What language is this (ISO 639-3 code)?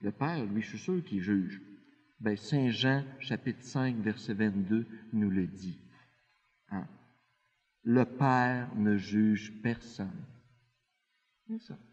fra